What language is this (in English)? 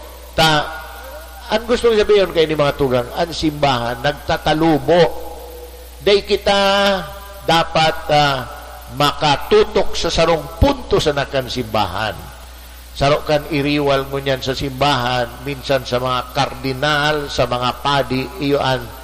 Bikol